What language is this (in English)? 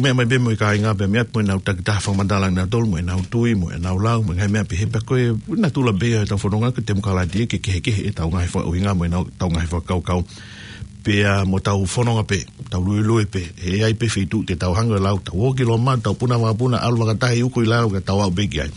Tongan